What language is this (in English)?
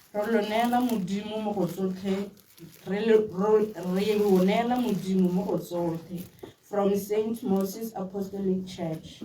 Tswana